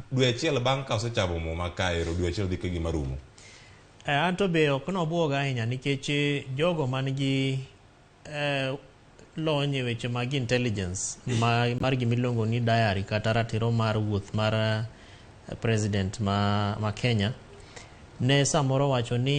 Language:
Luo (Kenya and Tanzania)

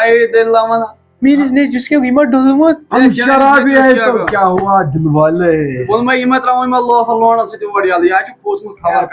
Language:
Kashmiri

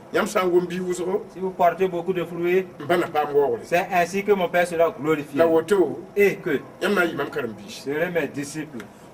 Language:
Mossi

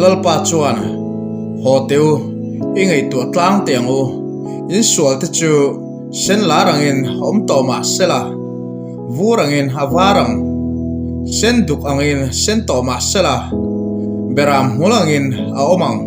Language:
Mizo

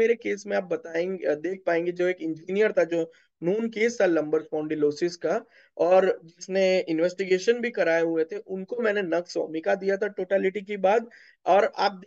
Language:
Hindi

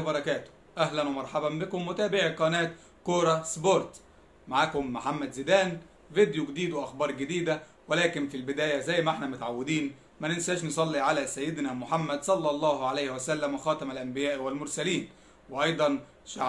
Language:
Egyptian Arabic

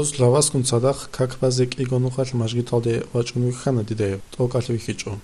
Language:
Avaric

